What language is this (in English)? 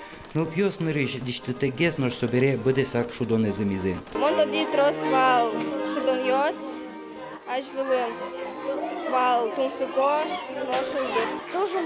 Udmurt